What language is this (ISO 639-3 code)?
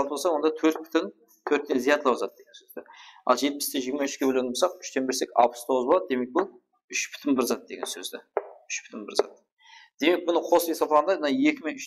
kaa